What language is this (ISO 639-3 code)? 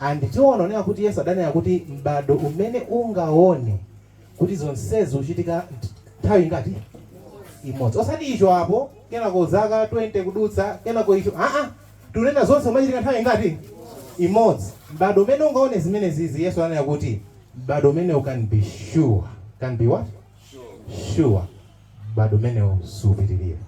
nya